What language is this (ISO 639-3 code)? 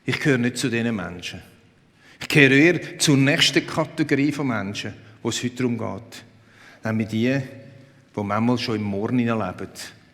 gsw